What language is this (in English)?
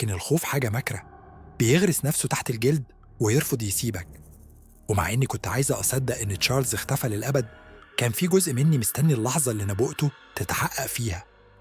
Egyptian Arabic